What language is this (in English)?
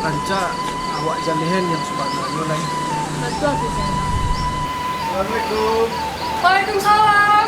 Minangkabau